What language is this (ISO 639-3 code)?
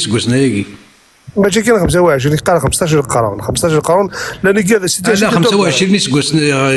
kab